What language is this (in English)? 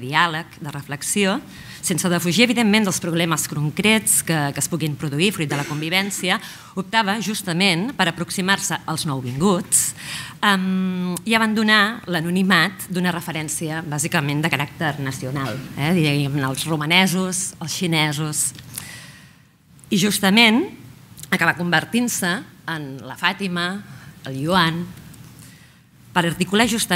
Catalan